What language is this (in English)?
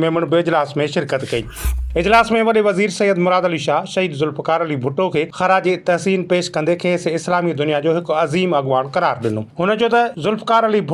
Sindhi